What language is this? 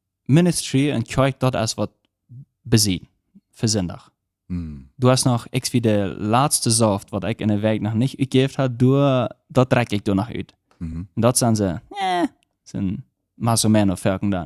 Plautdietsch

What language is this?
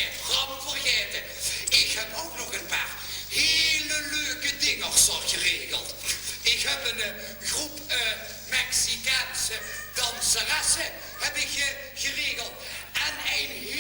Limburgish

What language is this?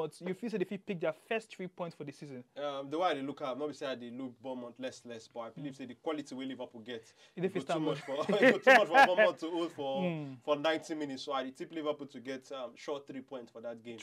Nigerian Pidgin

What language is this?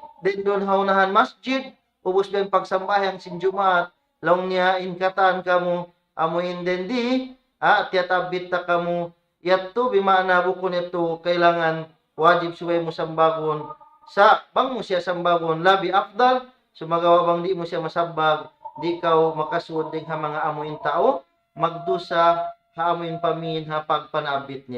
Tausug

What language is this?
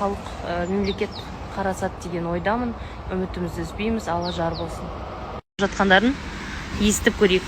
Kazakh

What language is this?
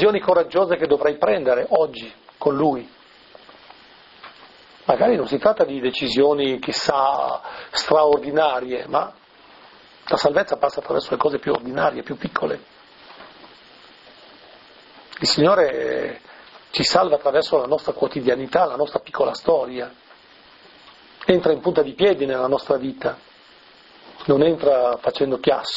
Italian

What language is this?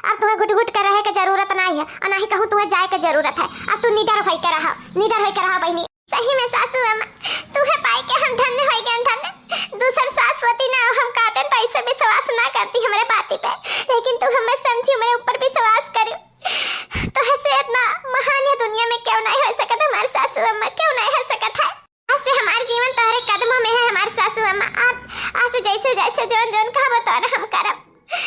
Awadhi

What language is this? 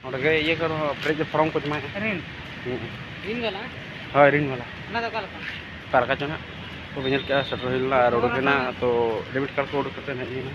Santali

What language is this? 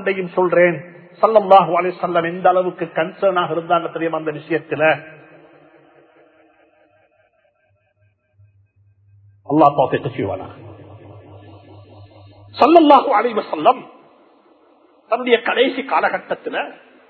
Tamil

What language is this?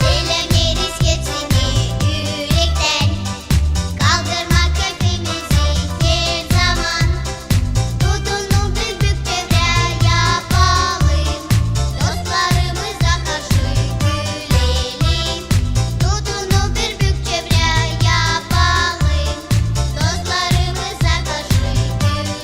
Gagauz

